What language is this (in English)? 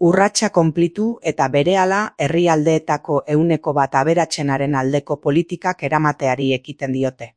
Basque